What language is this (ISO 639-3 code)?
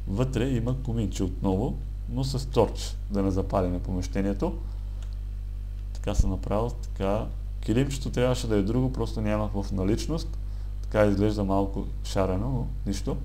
bul